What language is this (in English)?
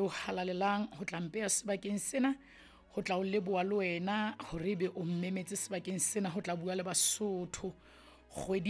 Southern Sotho